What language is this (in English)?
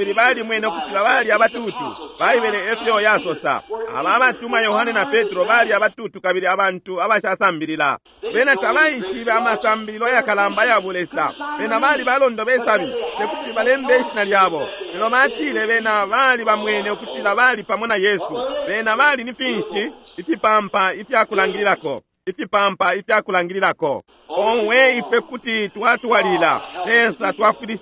Bemba